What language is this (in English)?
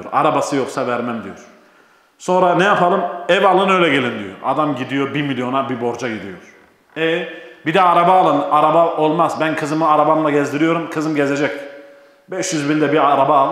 Turkish